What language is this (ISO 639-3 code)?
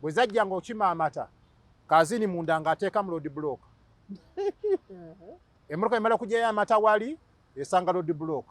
lug